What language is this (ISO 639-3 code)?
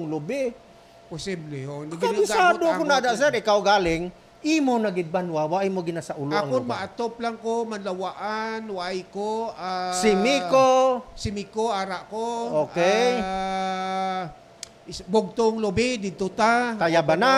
hil